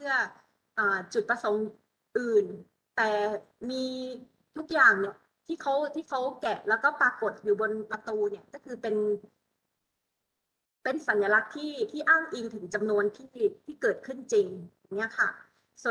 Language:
Thai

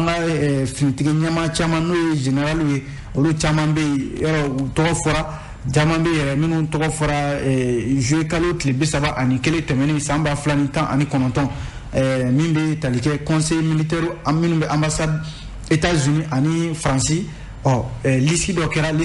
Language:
Bambara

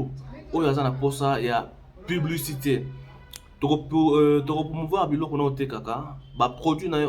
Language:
Lingala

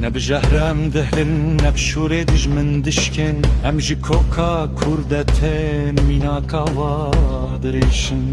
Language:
Kurdish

